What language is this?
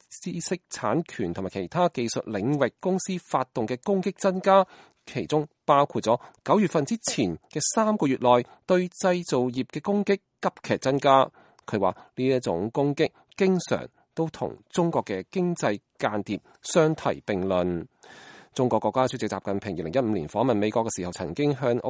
Cantonese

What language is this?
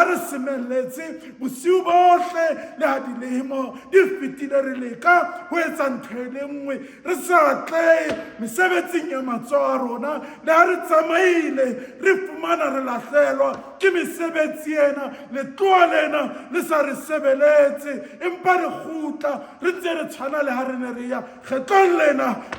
Southern Sotho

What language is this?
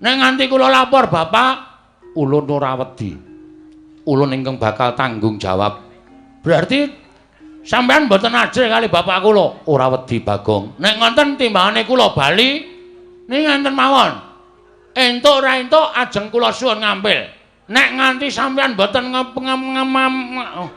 Javanese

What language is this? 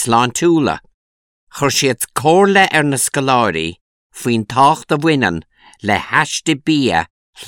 Irish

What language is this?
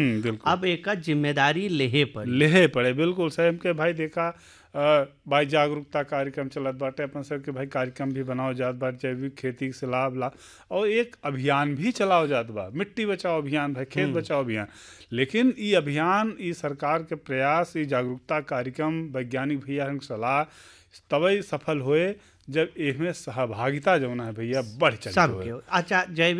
Bhojpuri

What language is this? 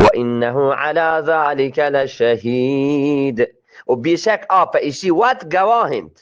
Eastern Balochi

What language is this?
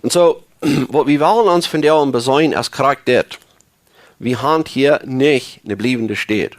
Plautdietsch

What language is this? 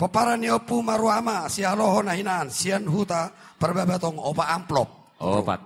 Batak Toba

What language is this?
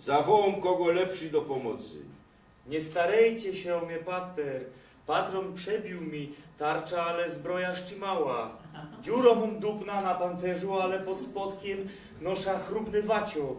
Silesian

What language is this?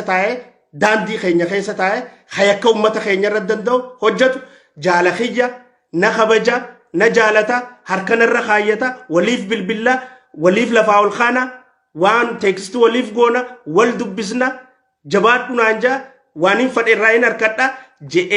Oromo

